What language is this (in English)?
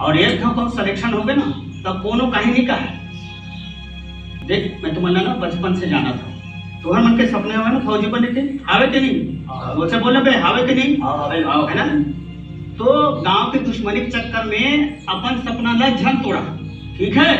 Chhattisgarhi